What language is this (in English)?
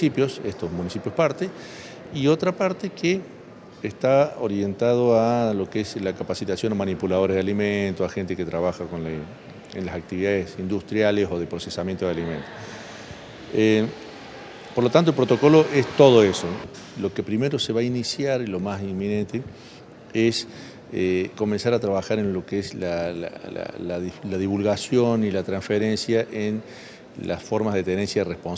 Spanish